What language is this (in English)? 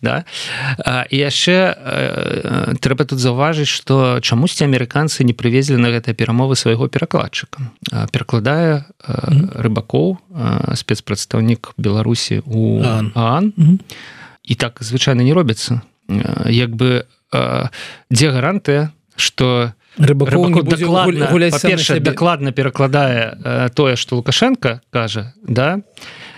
Belarusian